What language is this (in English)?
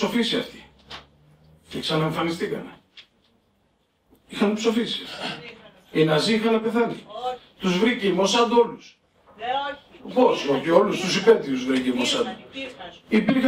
Greek